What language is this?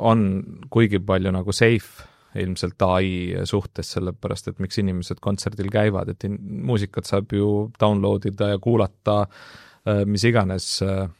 Estonian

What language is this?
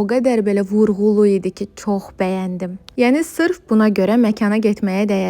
Azerbaijani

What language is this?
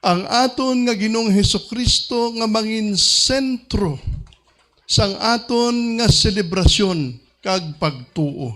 Hiligaynon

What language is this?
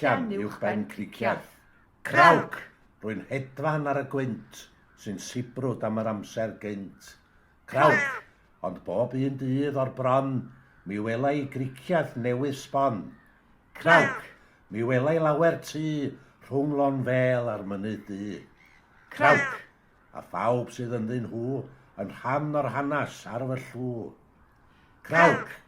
Welsh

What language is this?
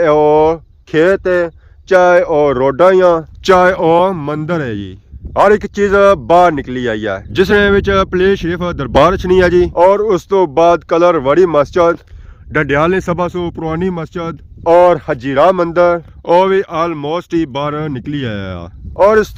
Pahari-Potwari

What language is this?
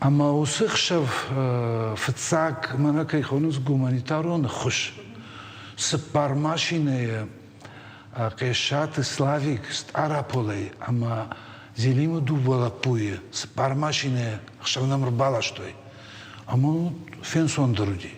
Ossetic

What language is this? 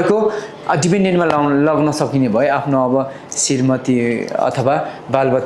Nepali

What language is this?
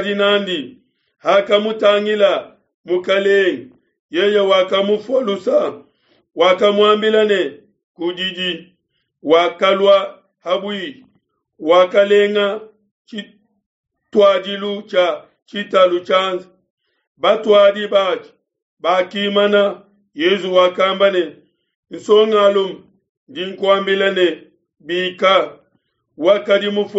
Luba-Lulua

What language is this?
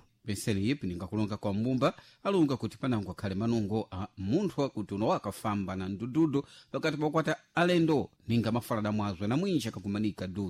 Sena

